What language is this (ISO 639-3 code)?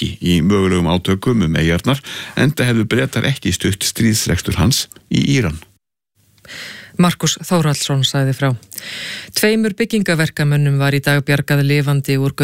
isl